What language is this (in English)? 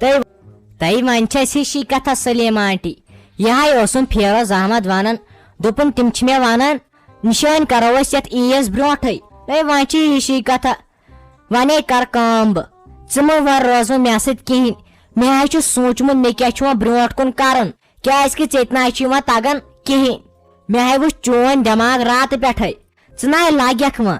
Kashmiri